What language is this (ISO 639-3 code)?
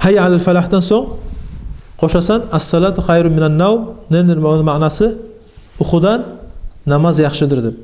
kum